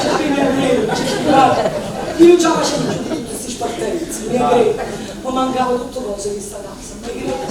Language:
Neapolitan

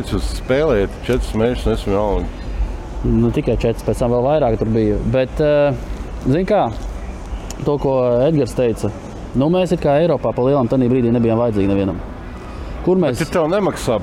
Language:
Latvian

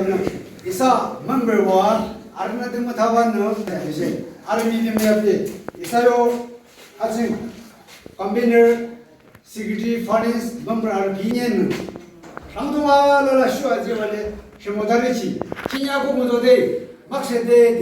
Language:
Yimchungru Naga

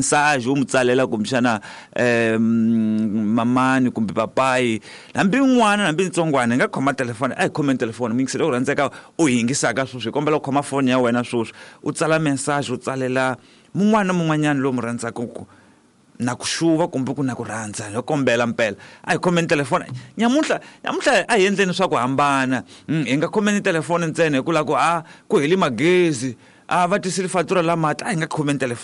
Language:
Tsonga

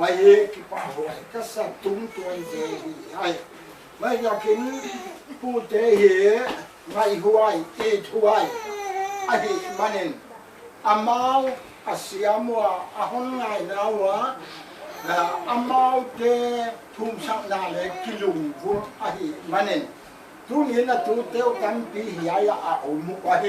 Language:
Paite Chin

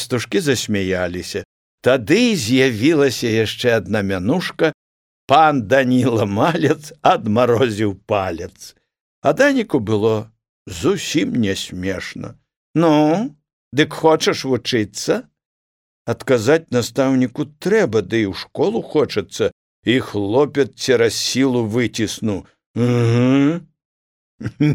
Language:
Belarusian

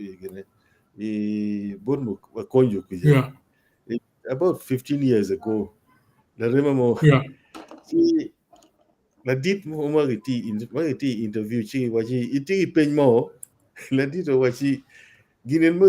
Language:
Acoli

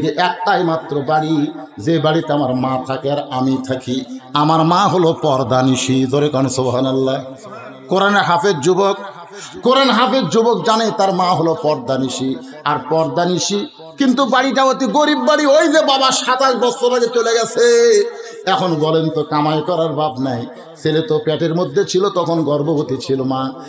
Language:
Bangla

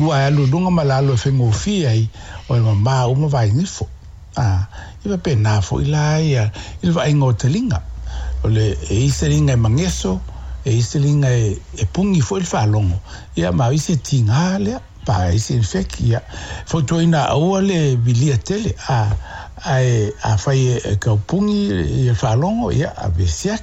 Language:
Samoan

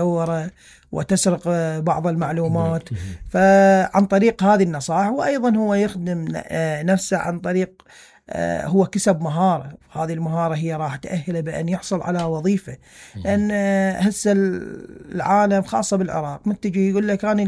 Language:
Mesopotamian Arabic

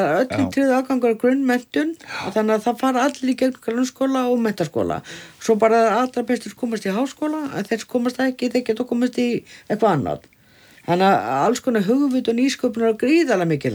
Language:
Icelandic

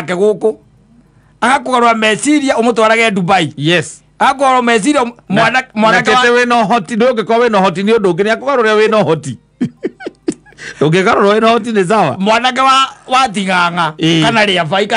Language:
Kikuyu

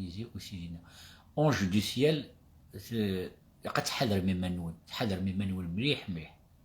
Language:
Kabyle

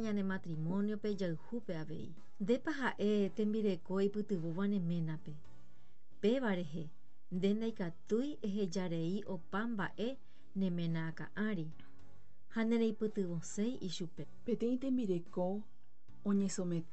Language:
Guarani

